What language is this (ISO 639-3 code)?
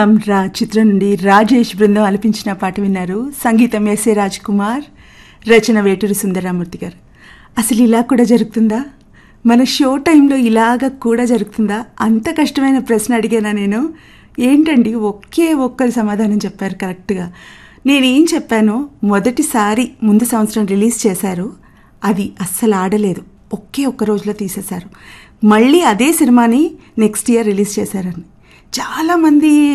tel